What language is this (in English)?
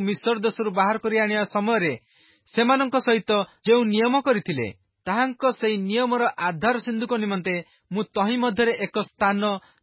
Odia